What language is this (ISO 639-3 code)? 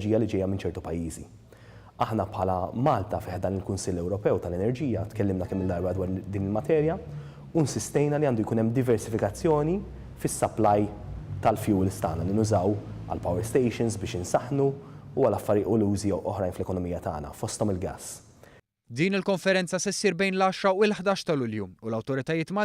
mlt